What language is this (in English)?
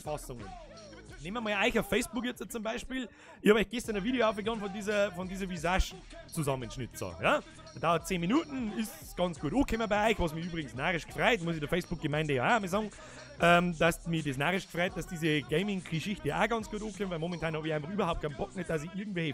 Bavarian